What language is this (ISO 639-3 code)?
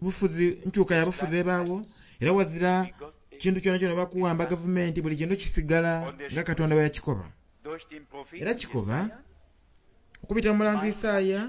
xog